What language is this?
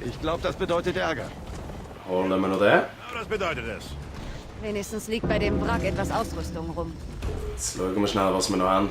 Swiss German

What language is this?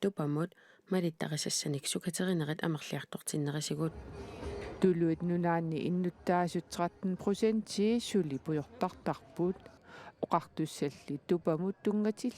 Kalaallisut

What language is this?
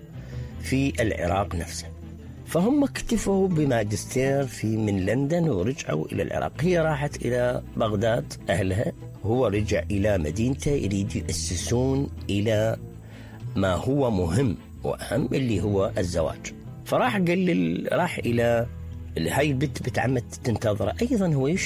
Mesopotamian Arabic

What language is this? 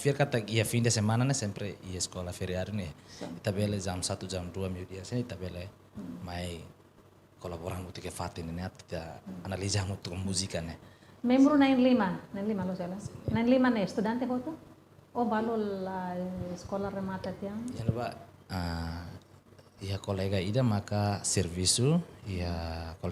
Tetum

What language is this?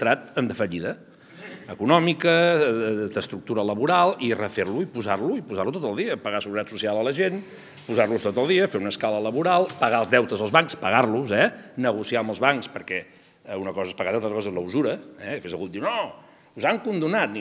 Catalan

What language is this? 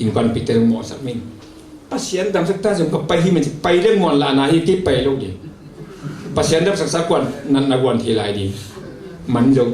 Tedim Chin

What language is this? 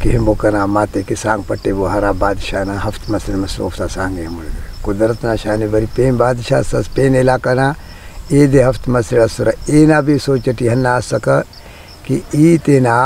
Brahui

